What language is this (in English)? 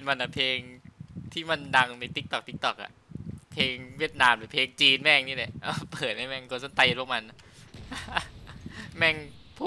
Thai